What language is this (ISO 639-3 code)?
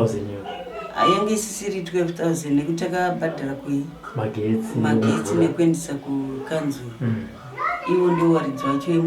sna